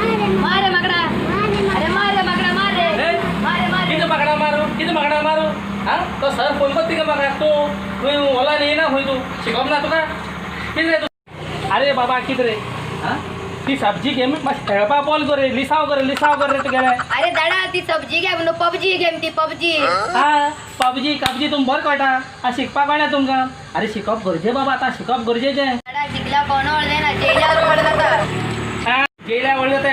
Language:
Konkani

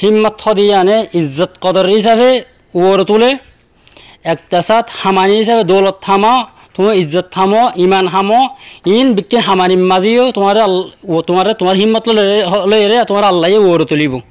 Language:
Rohingya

